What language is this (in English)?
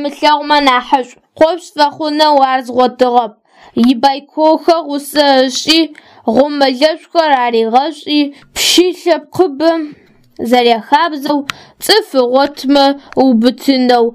Adyghe